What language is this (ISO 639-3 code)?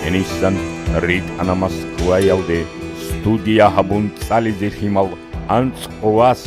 ava